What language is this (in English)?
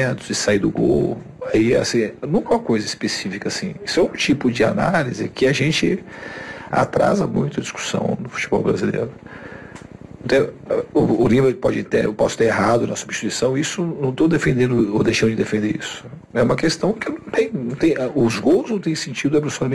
Portuguese